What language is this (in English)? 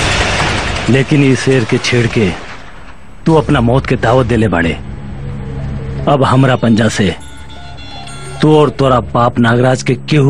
Bhojpuri